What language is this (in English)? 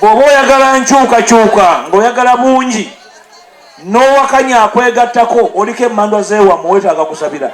Ganda